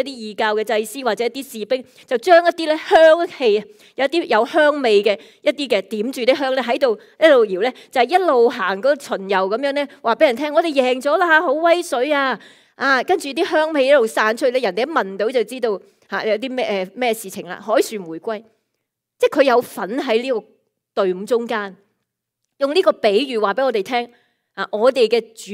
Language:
Cantonese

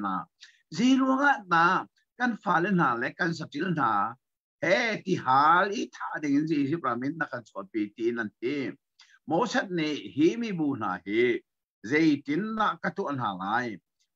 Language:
Hakha Chin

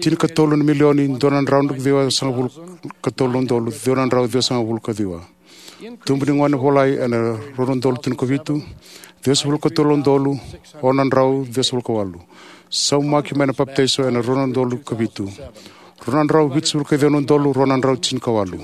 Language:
Fijian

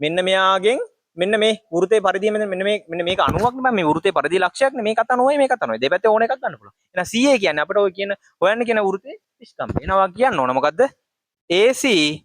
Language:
Sinhala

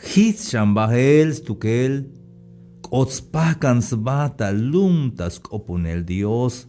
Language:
Tzeltal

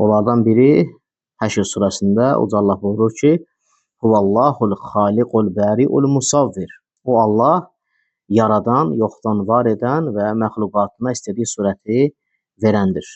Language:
Azerbaijani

